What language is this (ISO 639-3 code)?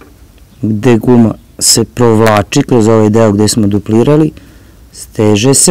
srp